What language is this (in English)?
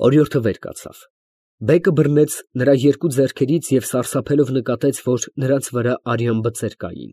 Armenian